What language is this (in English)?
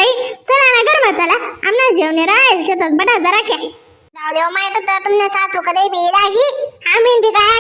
Khandesi